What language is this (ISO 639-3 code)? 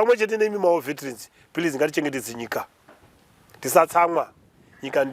sna